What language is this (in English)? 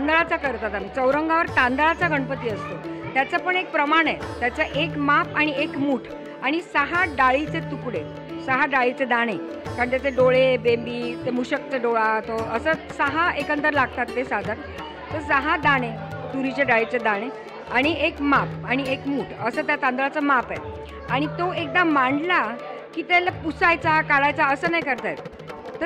Marathi